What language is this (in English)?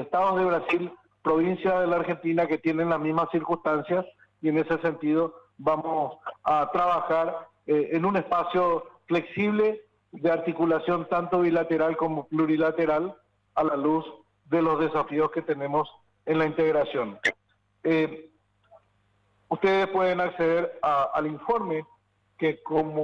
Spanish